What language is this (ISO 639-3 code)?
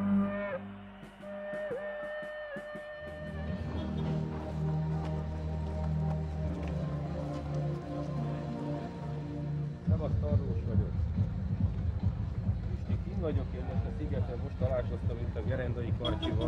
hun